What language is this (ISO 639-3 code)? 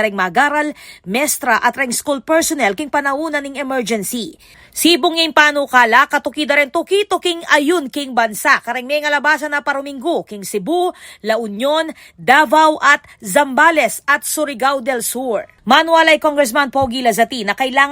pam